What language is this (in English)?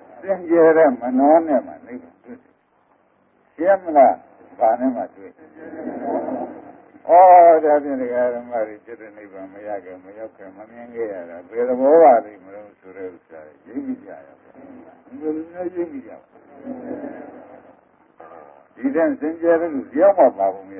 Burmese